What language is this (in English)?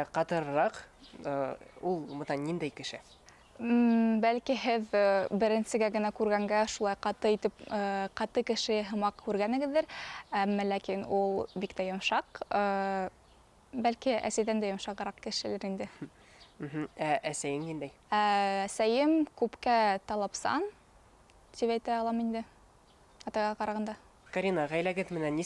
Bashkir